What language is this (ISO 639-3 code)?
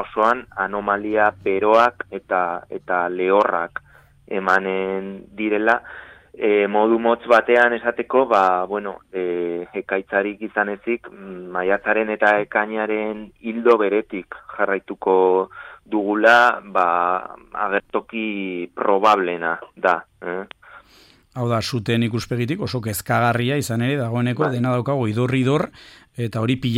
eus